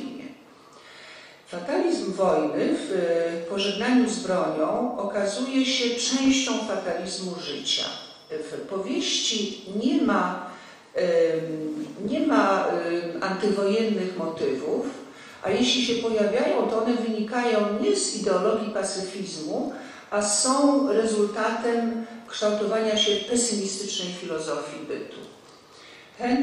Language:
Polish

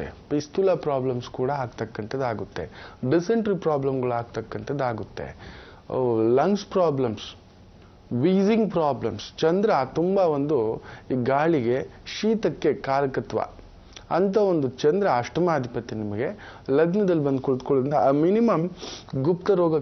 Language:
Kannada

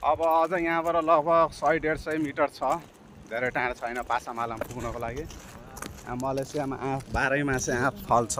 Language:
Nepali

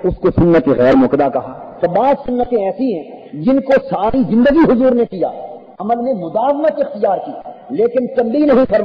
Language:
Urdu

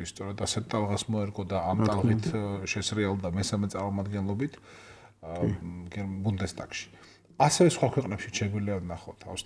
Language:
Georgian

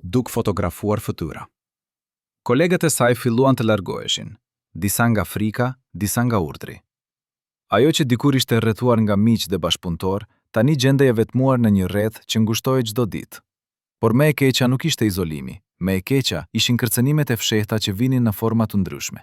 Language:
Albanian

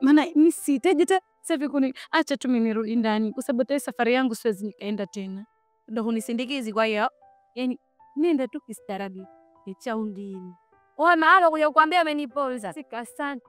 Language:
Swahili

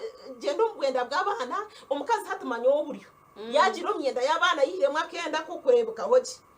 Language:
Nyankole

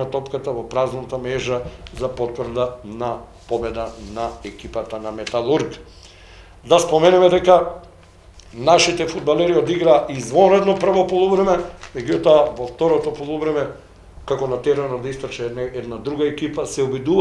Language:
Macedonian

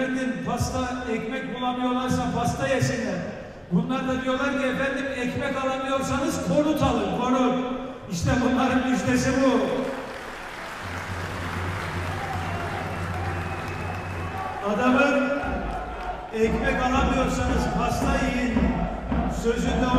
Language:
Turkish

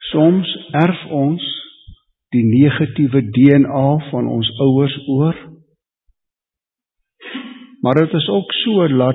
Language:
Afrikaans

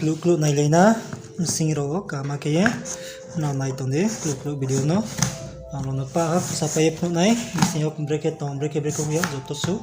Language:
Riang (India)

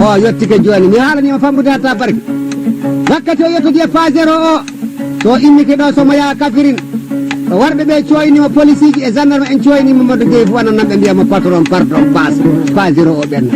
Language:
Fula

